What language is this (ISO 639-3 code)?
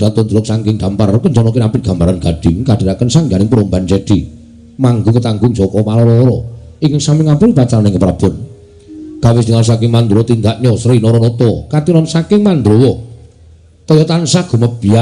jav